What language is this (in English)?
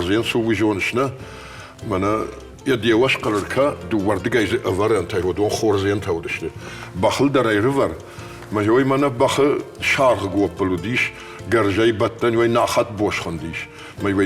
Ossetic